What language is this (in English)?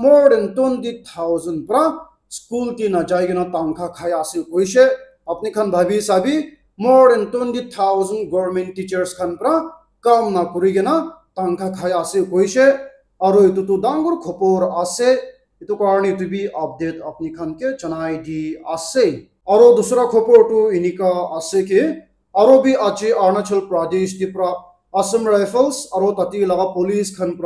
Naga Pidgin